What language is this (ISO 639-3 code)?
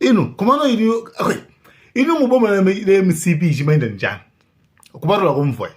nya